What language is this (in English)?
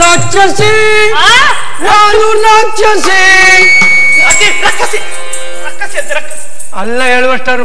Kannada